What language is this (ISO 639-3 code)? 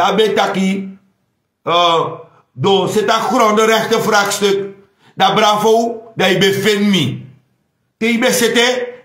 srn